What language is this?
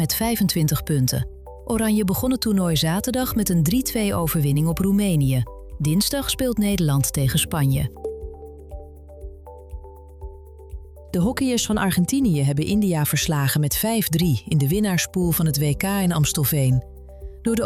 Dutch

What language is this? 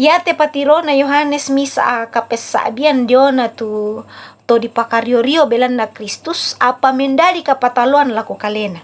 Toraja-Sa'dan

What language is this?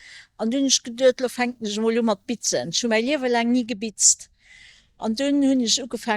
Luxembourgish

